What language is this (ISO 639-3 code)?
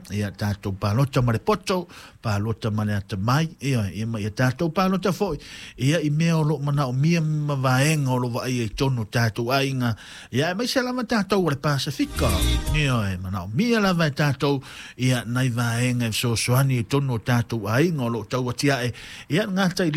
smo